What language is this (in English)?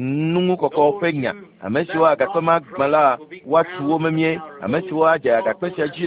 Ewe